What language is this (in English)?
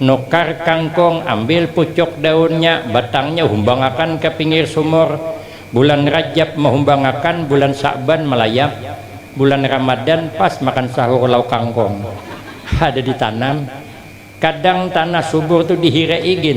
Banjar